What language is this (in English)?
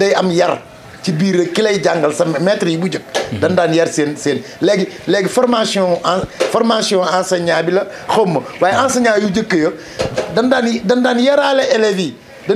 Wolof